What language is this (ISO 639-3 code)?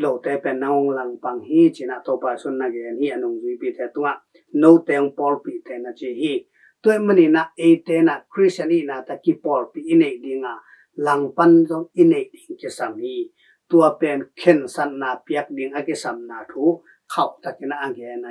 ctd